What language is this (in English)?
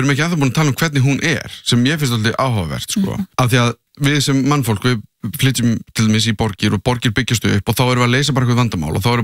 Icelandic